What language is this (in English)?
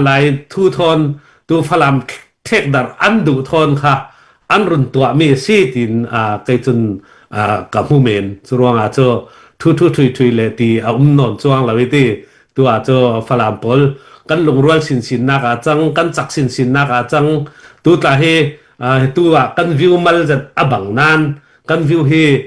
Falam Chin